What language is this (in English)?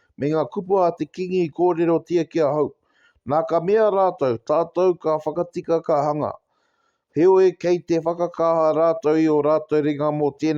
Māori